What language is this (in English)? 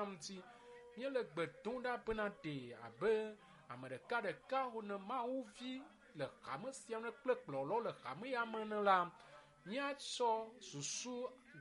Ewe